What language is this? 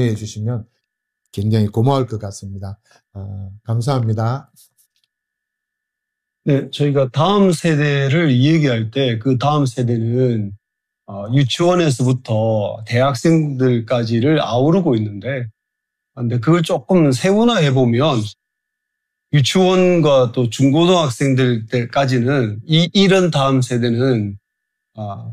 Korean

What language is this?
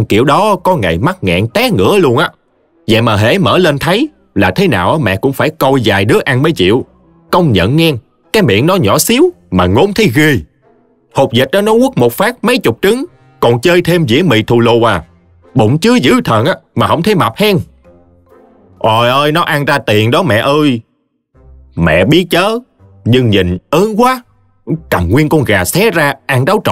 Vietnamese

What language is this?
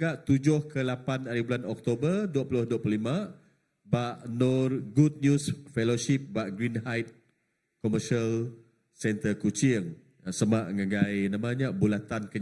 Iban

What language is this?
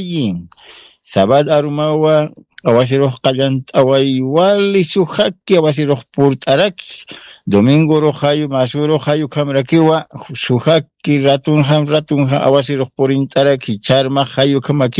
Aymara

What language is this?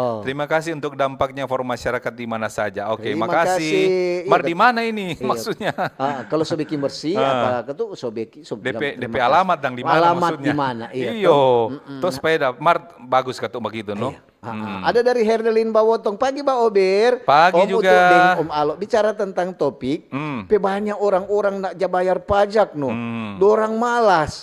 Manado Malay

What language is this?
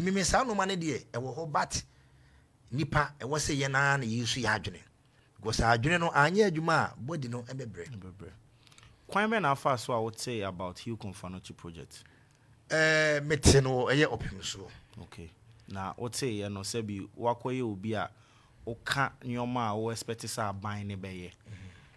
Akan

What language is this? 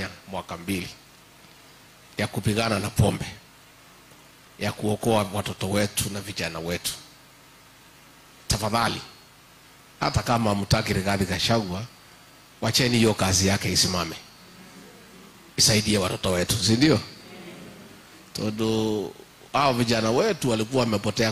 Swahili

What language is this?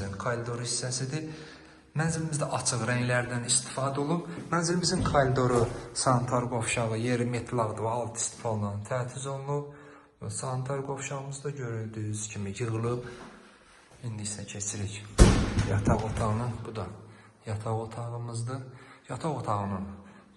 Azerbaijani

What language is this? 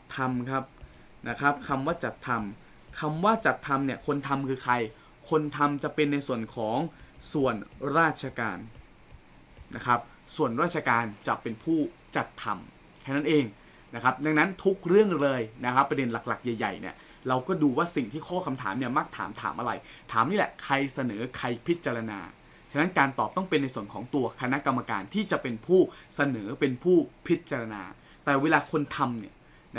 Thai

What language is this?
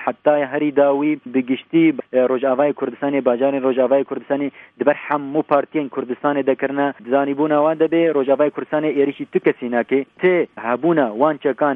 Kurdish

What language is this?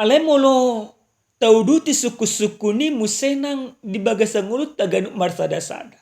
Batak Toba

